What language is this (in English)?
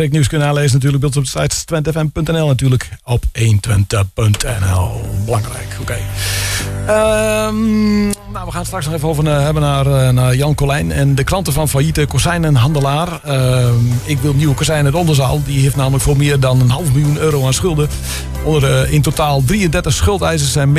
Dutch